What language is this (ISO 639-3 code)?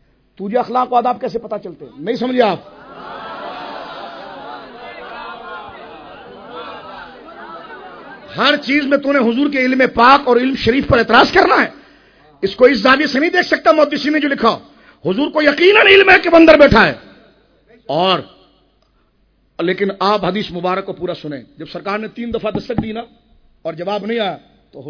urd